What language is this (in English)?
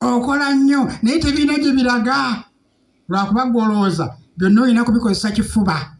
Ganda